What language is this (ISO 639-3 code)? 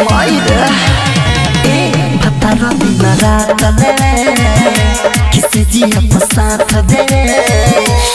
bho